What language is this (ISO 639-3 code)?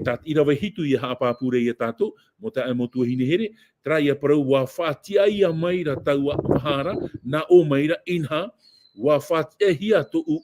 tah